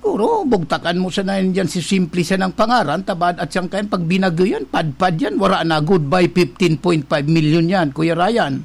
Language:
Bikol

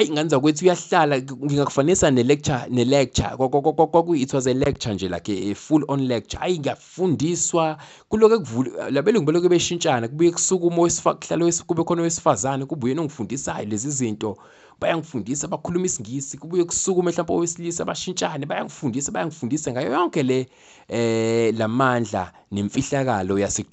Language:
Zulu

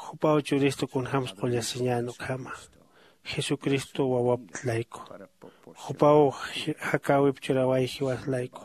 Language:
Aymara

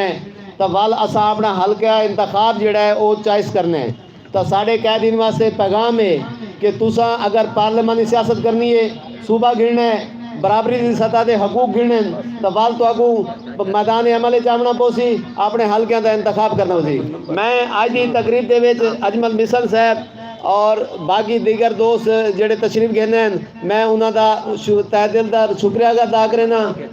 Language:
Saraiki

